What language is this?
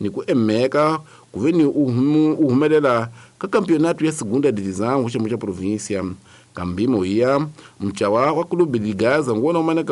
Tsonga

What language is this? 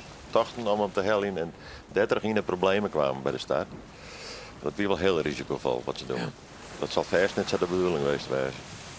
Western Frisian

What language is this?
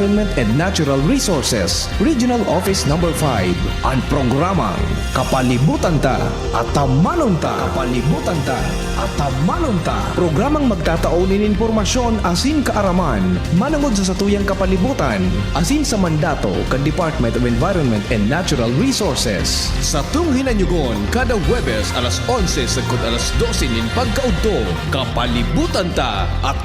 Bikol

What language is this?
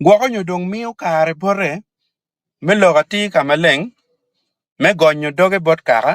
Acoli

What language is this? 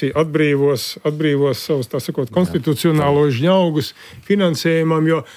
Latvian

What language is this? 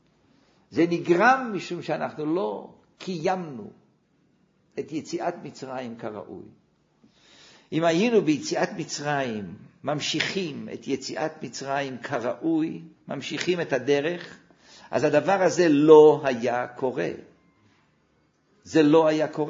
Hebrew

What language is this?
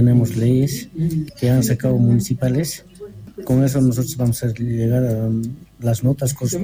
Quechua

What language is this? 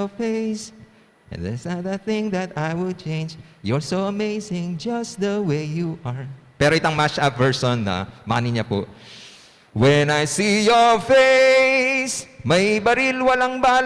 Pampanga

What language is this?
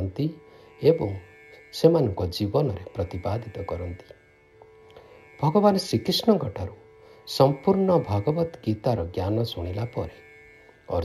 Odia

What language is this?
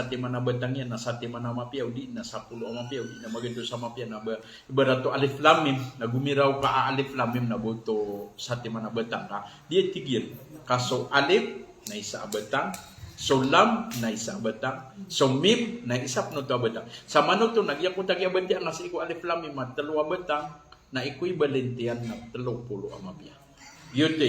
Maranao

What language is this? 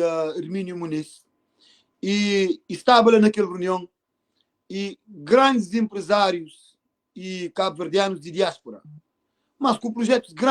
Kabuverdianu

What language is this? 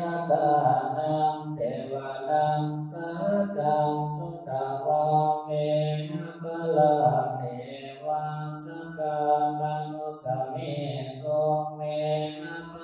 Pali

